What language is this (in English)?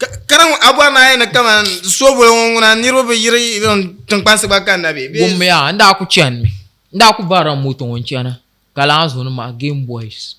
Dagbani